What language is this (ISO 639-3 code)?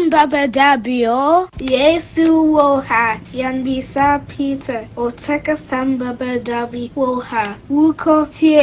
aka